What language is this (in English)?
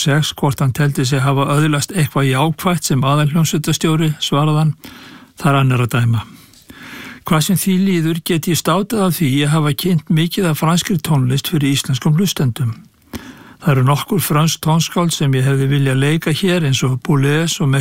Icelandic